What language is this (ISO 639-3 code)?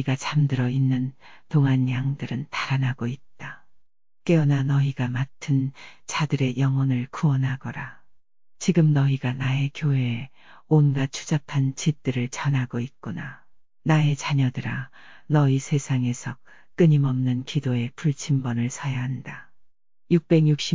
kor